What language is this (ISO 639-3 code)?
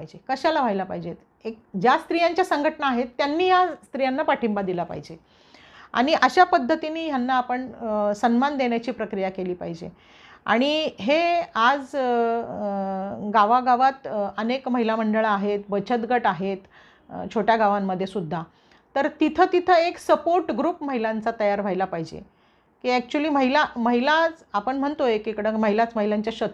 mar